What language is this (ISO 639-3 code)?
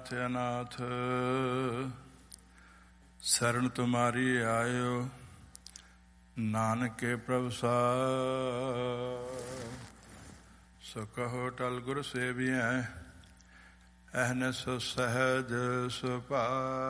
pan